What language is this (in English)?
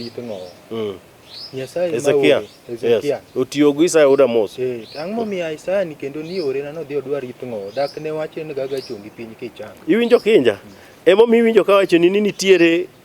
Luo (Kenya and Tanzania)